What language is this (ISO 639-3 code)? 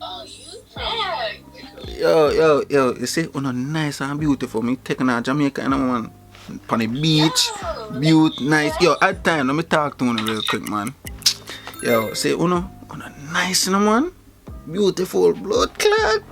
jam